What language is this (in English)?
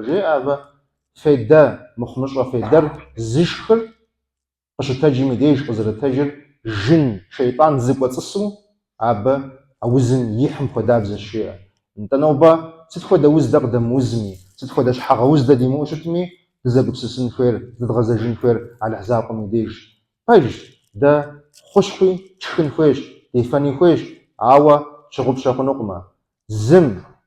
Kabardian